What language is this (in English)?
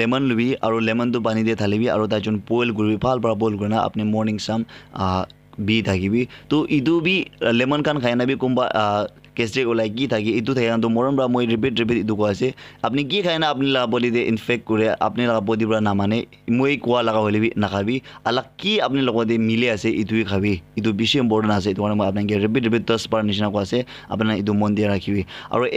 Naga Pidgin